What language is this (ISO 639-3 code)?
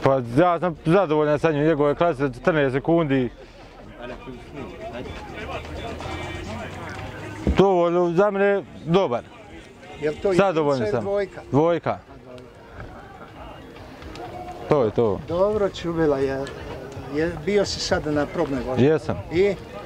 hrv